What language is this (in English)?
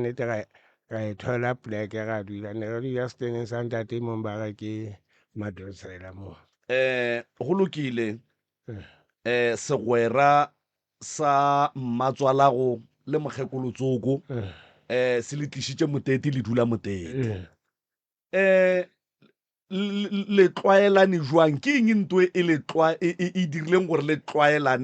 Northern Sotho